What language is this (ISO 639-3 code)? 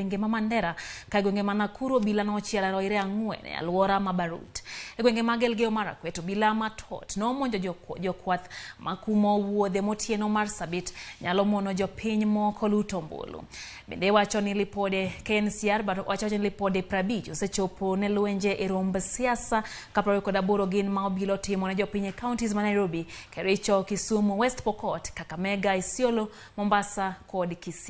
luo